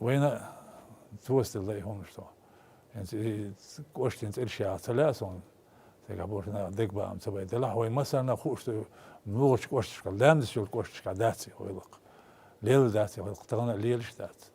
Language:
Chechen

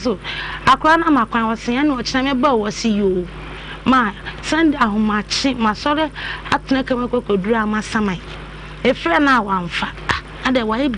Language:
Akan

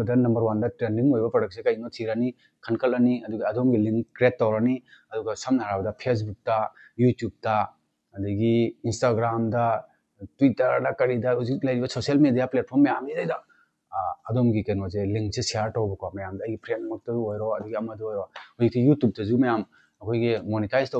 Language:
Manipuri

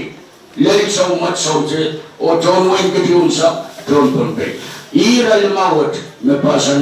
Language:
Pohnpeian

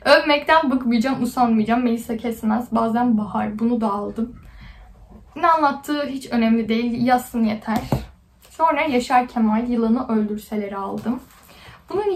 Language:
Turkish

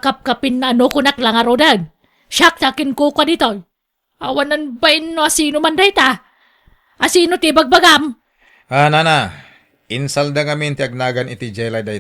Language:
Iloko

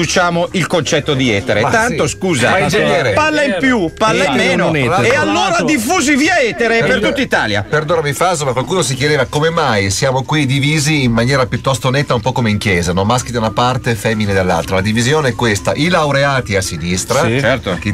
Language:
Italian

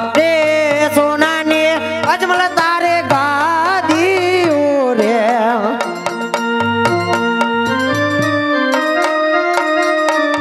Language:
Gujarati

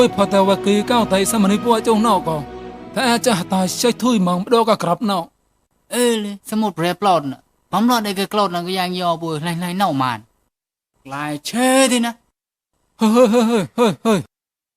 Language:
Mon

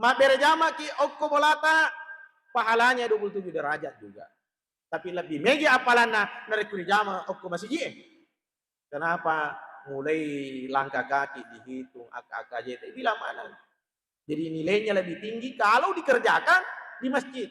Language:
Buginese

